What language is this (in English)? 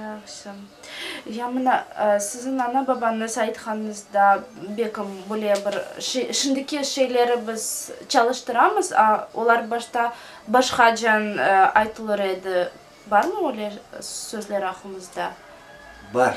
Crimean Tatar